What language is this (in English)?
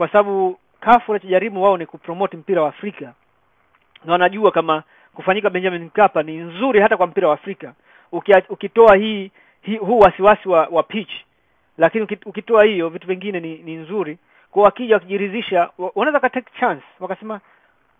Swahili